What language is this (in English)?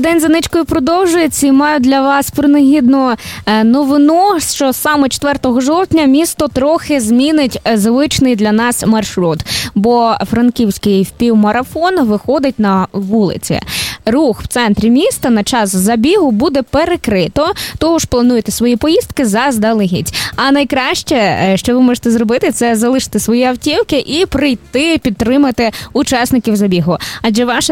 Ukrainian